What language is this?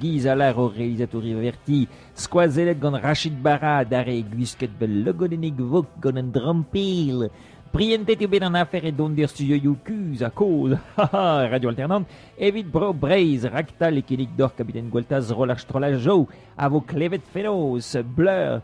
Breton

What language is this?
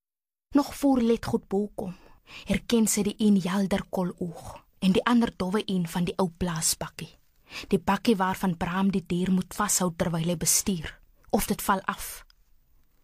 Afrikaans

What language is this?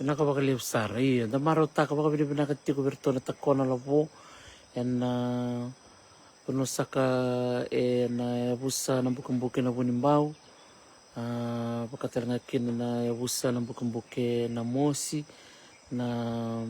Fijian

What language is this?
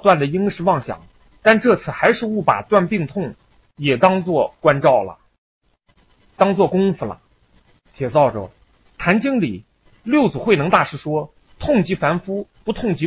Chinese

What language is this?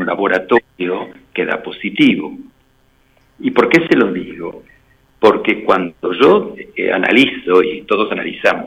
Spanish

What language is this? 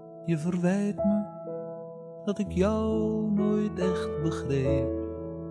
Dutch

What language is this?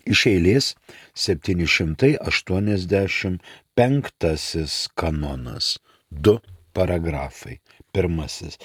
Lithuanian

